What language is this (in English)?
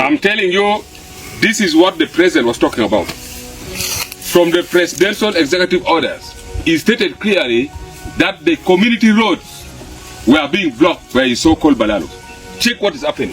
Acoli